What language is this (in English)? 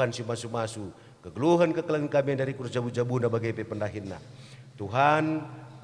Batak Karo